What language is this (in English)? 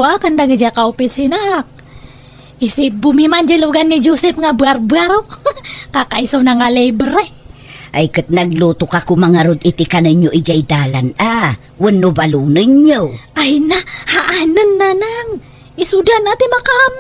Iloko